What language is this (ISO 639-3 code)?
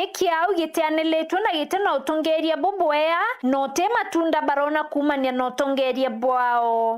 mer